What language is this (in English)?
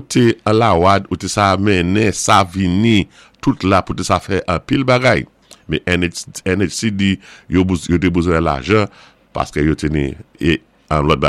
Saint Lucian Creole French